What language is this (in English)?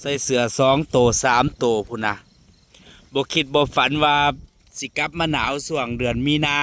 Northeastern Thai